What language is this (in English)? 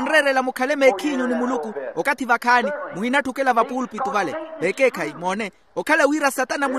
Makhuwa